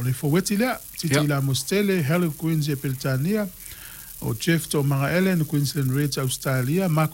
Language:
Samoan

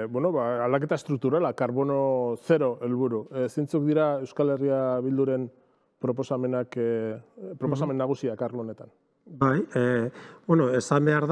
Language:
Basque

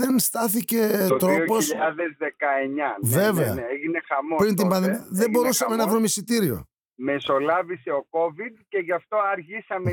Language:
Greek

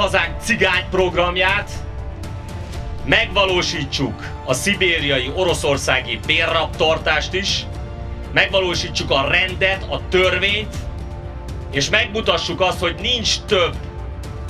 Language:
Hungarian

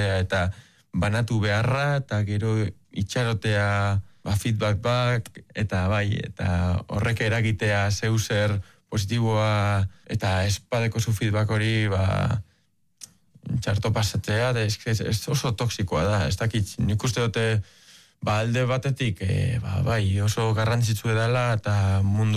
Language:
Basque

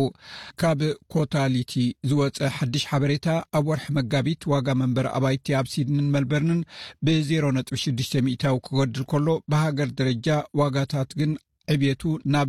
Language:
Tigrinya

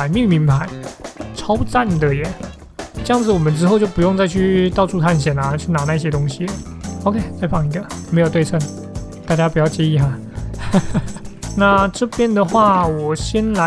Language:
Chinese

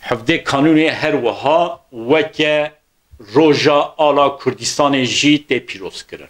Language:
Kurdish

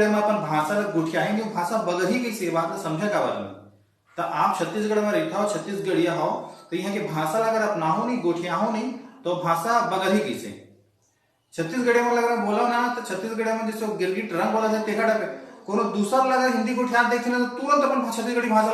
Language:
Chhattisgarhi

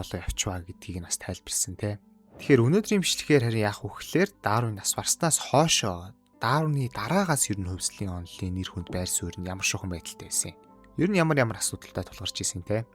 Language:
Mongolian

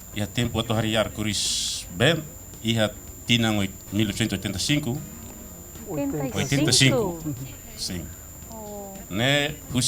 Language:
Tetum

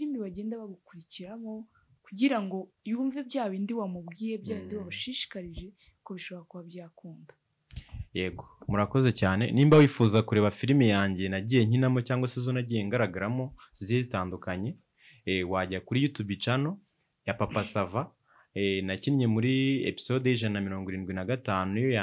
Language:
Kinyarwanda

